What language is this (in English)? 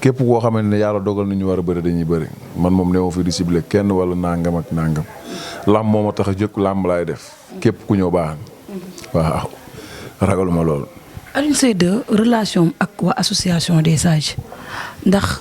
Wolof